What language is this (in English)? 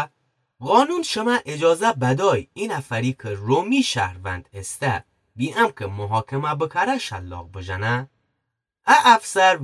Gilaki